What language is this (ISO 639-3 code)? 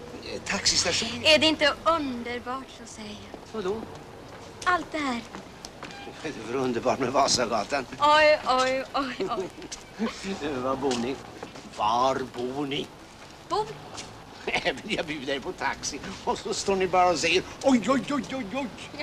swe